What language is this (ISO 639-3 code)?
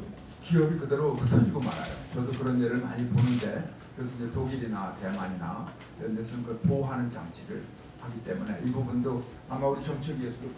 kor